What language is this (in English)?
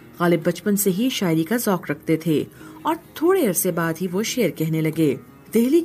Urdu